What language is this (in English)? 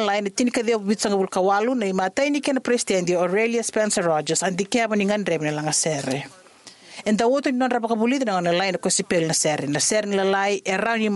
Fijian